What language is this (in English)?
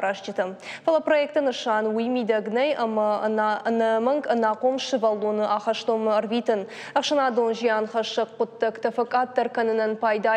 Ossetic